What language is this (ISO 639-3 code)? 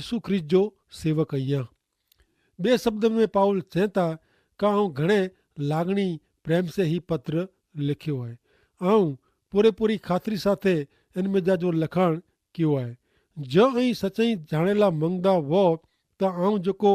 kfr